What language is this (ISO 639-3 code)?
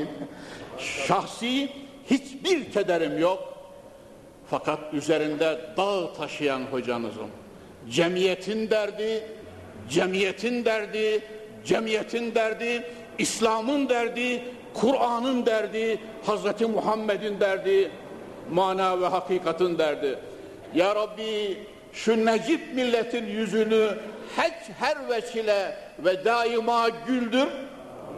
tur